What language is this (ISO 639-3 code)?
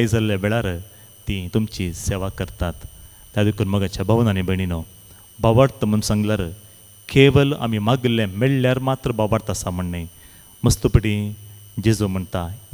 kok